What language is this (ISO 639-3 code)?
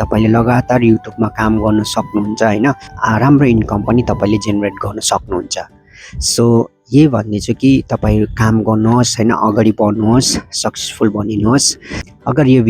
nep